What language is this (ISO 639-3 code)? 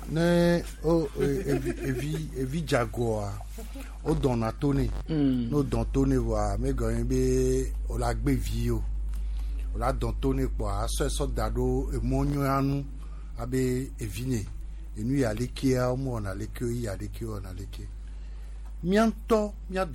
gej